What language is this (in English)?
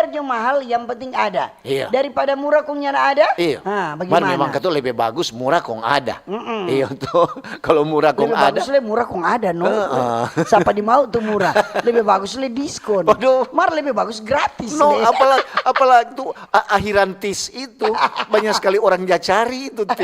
Manado Malay